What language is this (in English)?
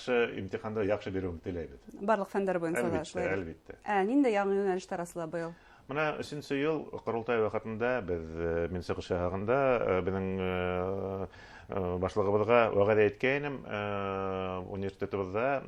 Bashkir